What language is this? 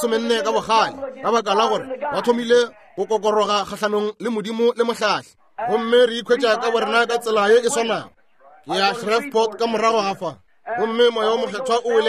Northern Sotho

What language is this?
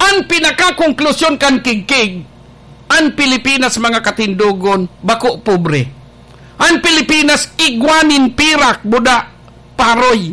Bikol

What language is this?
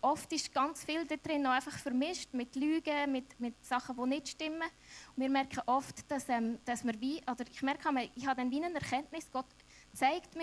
Swiss German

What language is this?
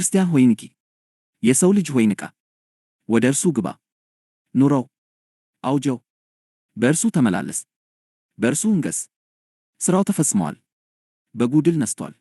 Amharic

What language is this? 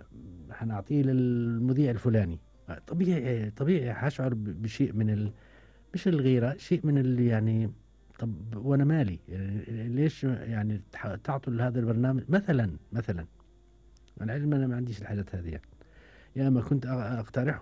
Gulf Arabic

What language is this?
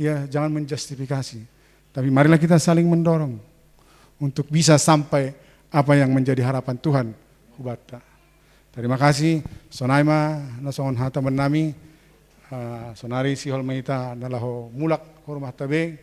Batak Simalungun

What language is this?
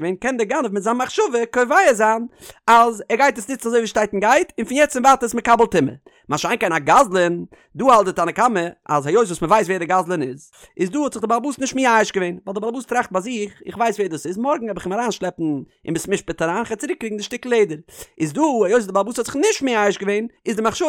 Yiddish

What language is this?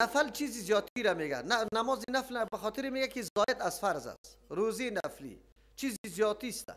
Persian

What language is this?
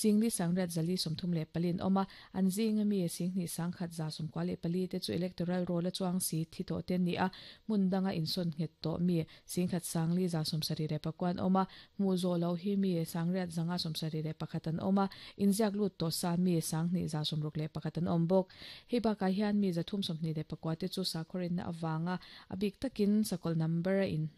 Mizo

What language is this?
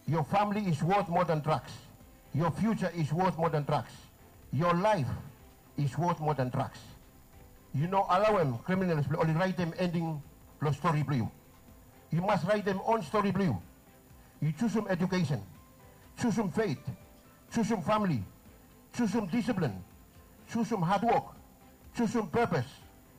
Bislama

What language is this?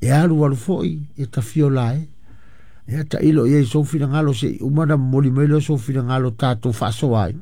Samoan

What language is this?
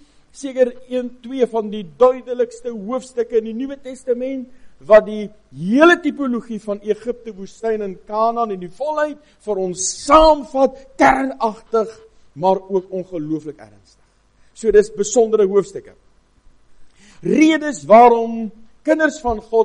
Afrikaans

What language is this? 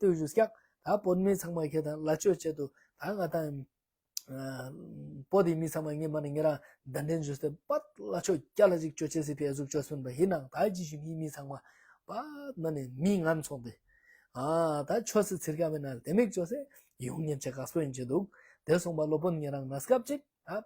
Ladakhi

